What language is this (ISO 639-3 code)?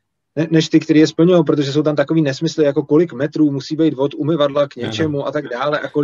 ces